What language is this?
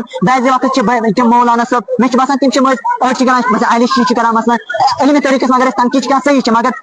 Kashmiri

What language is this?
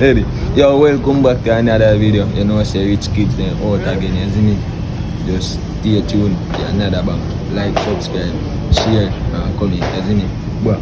Jamaican Creole English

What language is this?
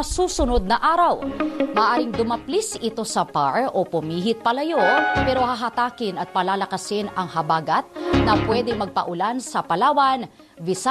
Filipino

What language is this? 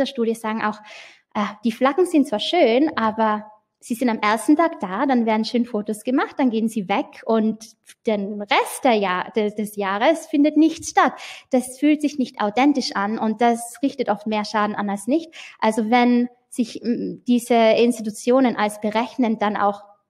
German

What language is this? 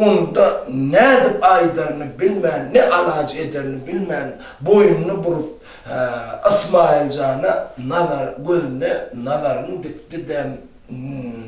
Turkmen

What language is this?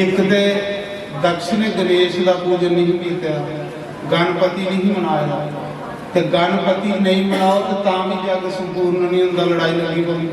Dogri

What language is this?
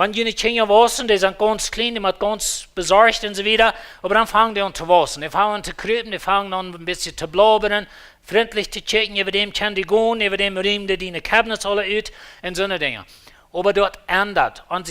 Plautdietsch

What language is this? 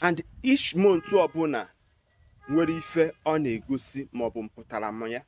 Igbo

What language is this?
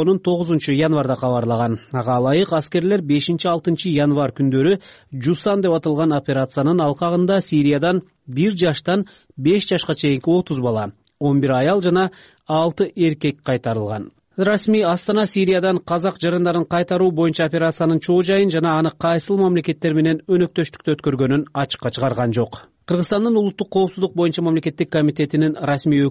Kyrgyz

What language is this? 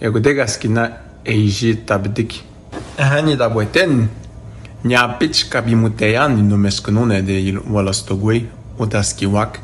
Atikamekw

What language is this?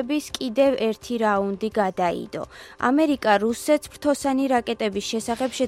Georgian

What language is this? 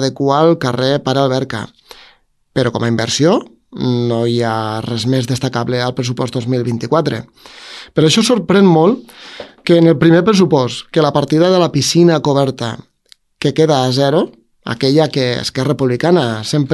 Catalan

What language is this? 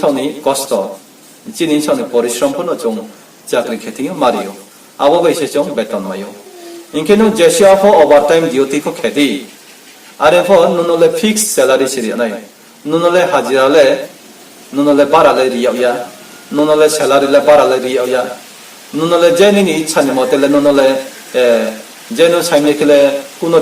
Riang (India)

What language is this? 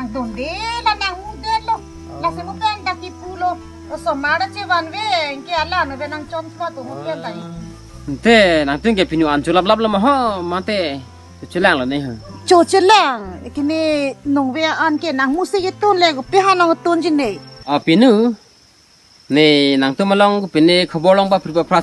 Karbi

